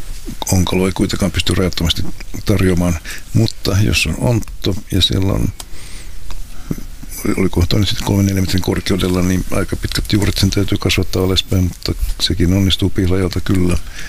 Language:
Finnish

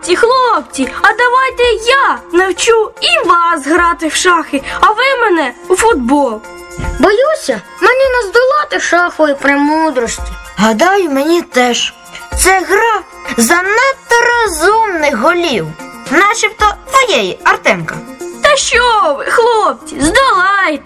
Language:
Ukrainian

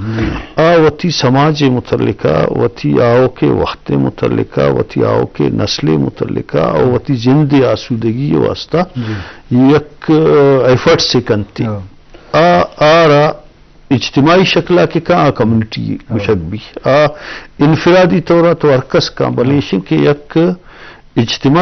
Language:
Eastern Balochi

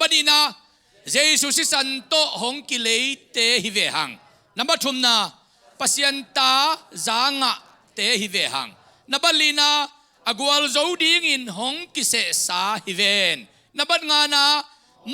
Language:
Tedim Chin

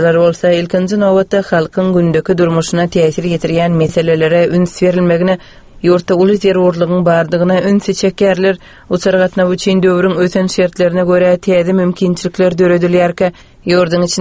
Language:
Turkmen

